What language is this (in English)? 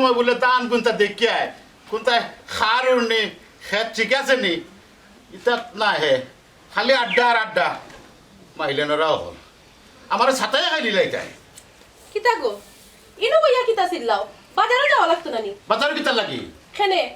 Sylheti